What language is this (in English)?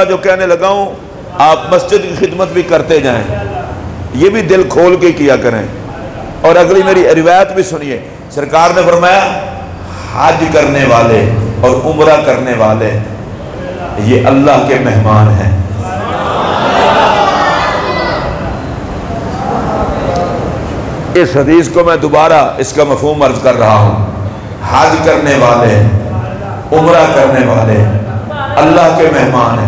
Urdu